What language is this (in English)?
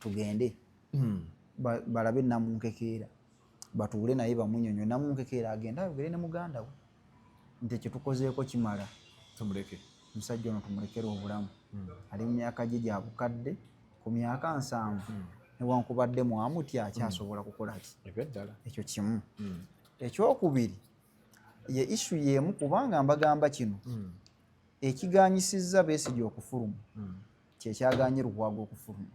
Ganda